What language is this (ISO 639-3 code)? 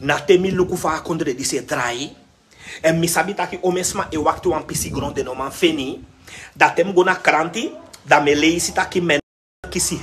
srn